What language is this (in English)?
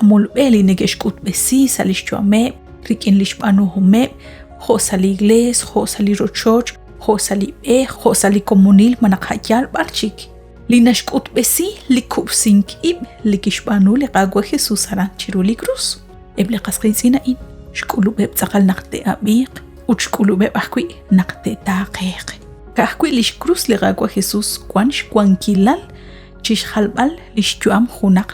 Kekchí